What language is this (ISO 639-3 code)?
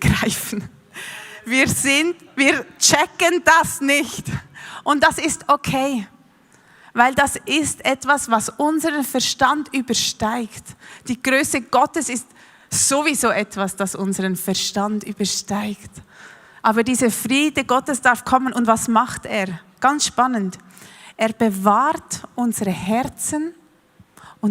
gsw